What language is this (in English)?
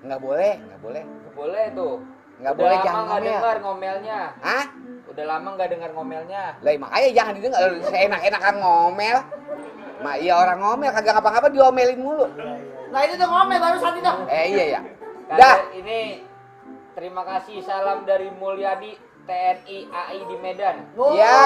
Betawi